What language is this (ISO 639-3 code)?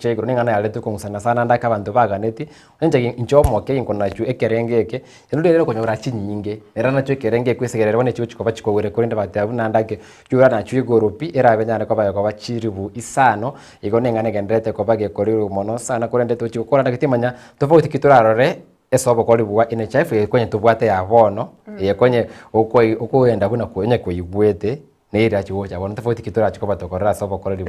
guz